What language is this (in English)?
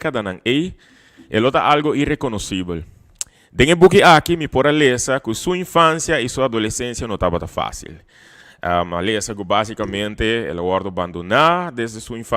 Papiamento